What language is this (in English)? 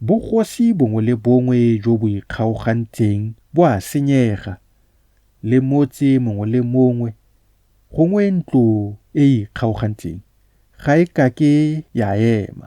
Tswana